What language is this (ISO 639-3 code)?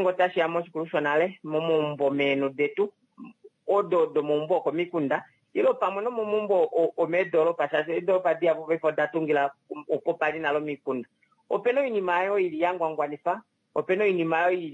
kua